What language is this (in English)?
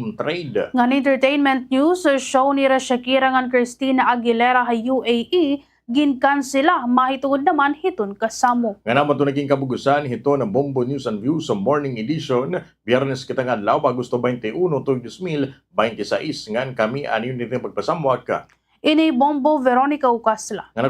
Waray